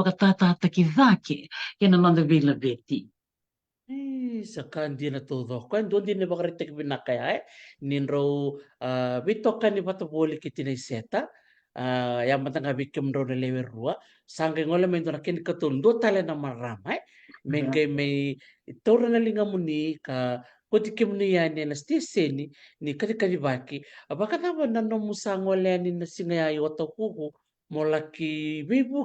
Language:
Fijian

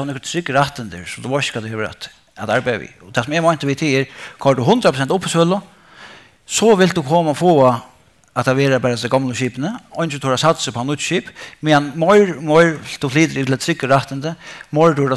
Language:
Faroese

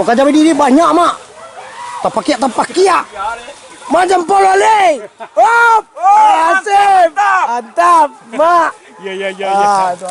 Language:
Minangkabau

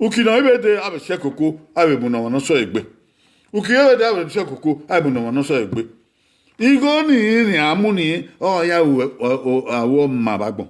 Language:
Bini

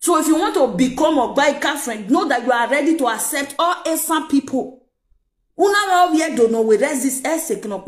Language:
Nigerian Pidgin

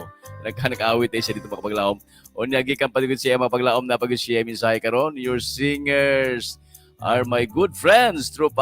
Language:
Cebuano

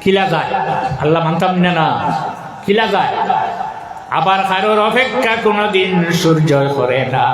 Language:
Sylheti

